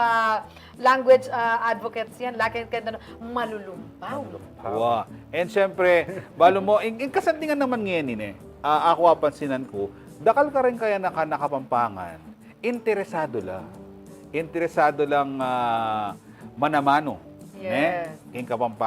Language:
Pampanga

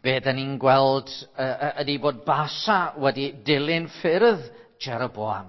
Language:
Welsh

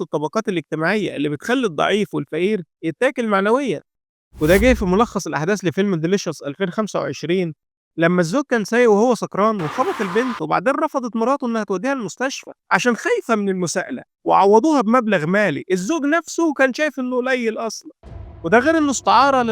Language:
Egyptian Arabic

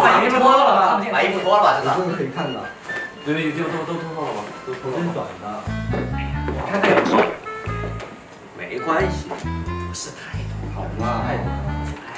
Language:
Chinese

